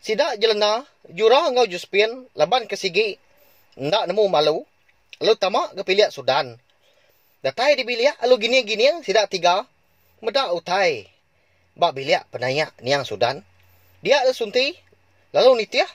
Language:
Iban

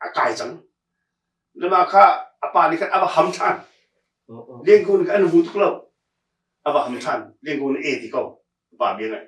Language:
Hakha Chin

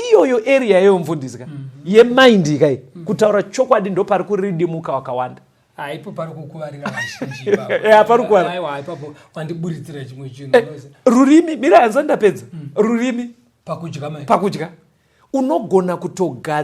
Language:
Shona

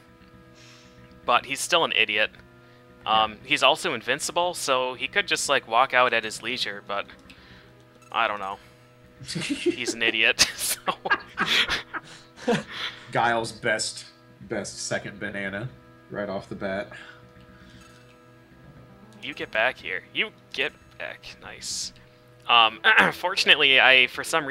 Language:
English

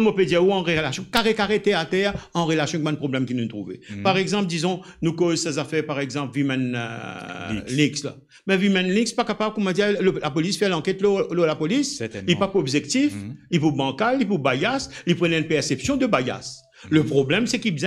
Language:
Morisyen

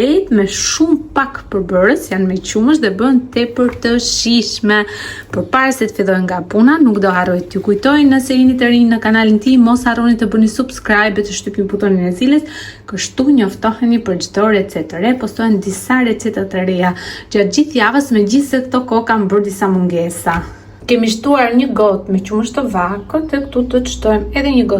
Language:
Albanian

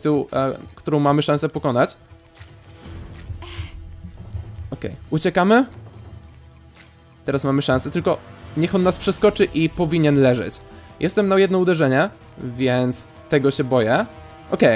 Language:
Polish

